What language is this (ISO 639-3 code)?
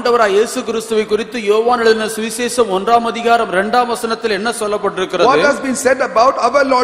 tam